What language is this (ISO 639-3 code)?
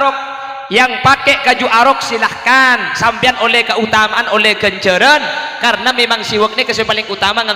mad